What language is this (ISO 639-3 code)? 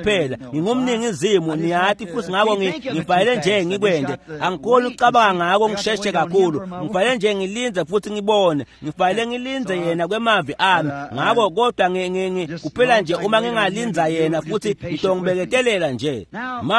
ssw